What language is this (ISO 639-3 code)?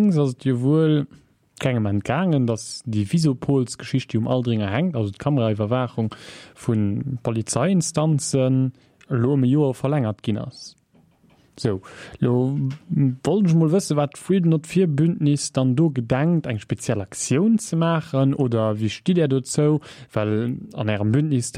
ltz